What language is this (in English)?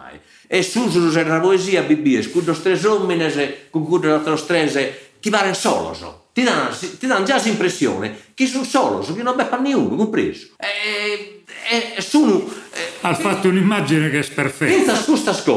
Sardinian